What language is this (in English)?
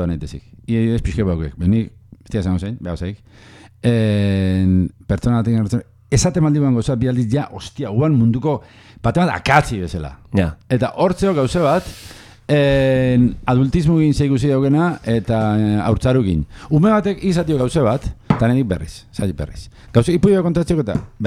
Basque